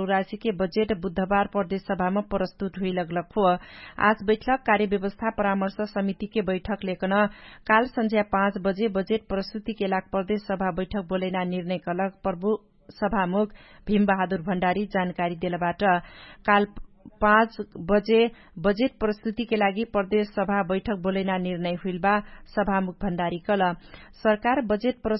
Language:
Dangaura Tharu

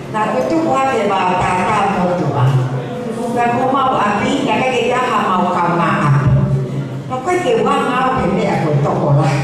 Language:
Tongan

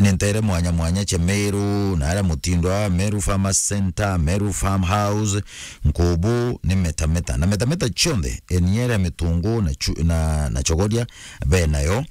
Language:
Meru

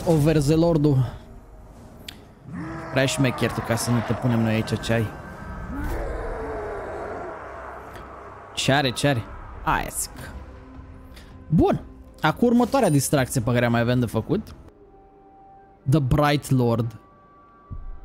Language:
Romanian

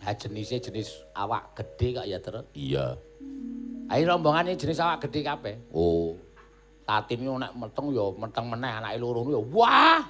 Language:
Javanese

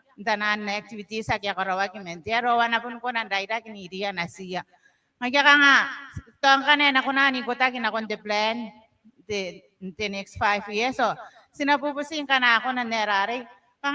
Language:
Gilbertese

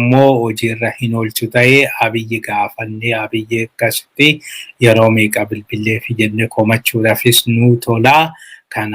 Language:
Oromo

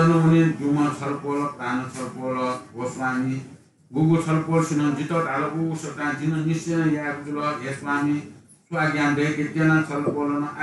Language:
Newari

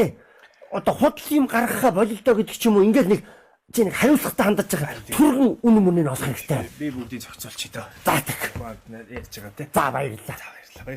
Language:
Mongolian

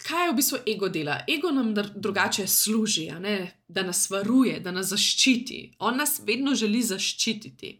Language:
Slovenian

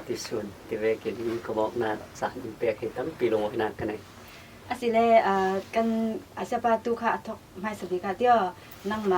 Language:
Falam Chin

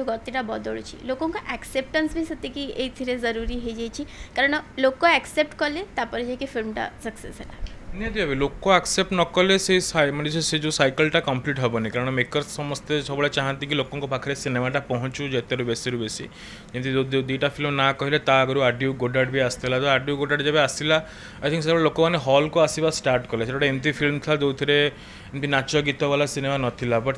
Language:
Odia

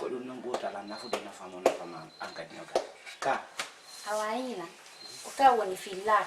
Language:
Fula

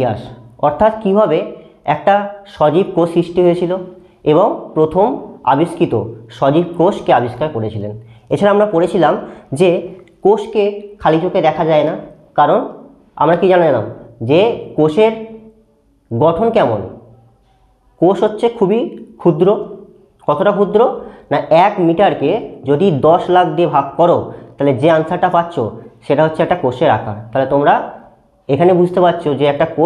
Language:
Bangla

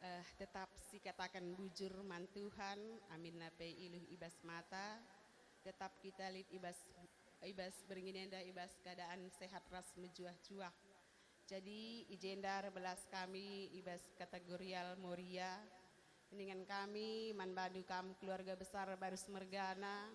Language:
Batak Karo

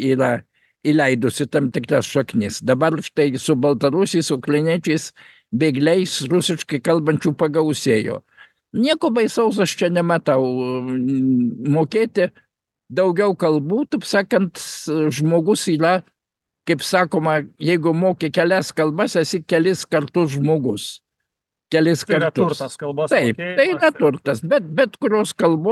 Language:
Lithuanian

